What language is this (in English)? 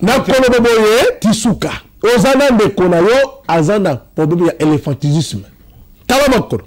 Lingala